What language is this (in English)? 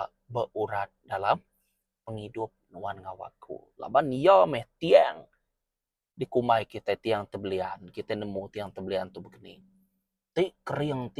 Iban